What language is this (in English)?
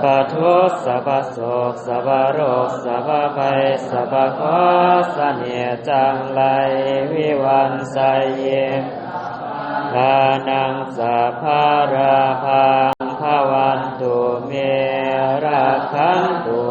Pali